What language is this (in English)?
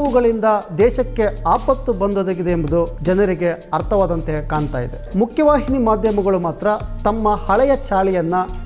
Kannada